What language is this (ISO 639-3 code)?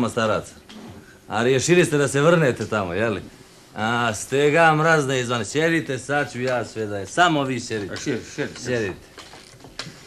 srp